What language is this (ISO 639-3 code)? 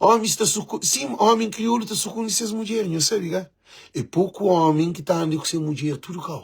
kea